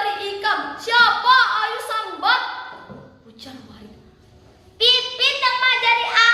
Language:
Banjar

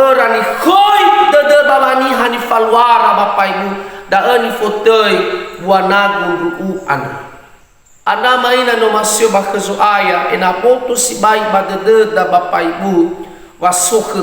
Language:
Nias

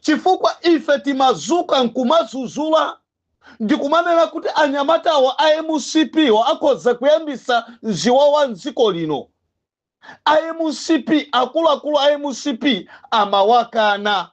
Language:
Nyanja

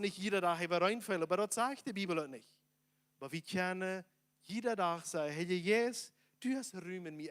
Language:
Plautdietsch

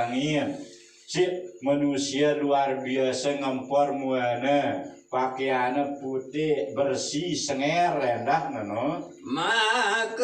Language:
Sasak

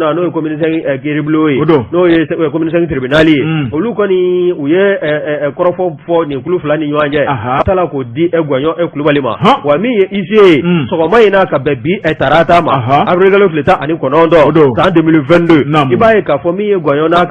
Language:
Bambara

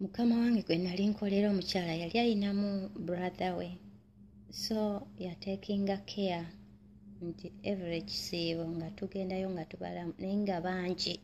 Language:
Ganda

